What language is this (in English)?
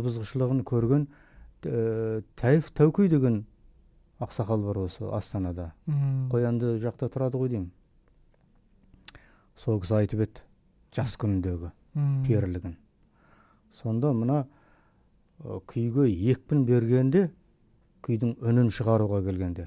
Kazakh